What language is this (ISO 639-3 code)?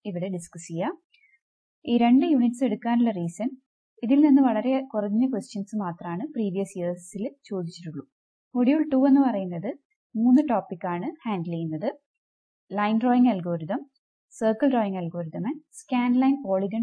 mal